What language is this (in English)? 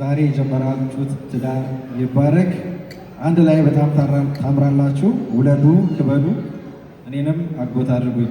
Amharic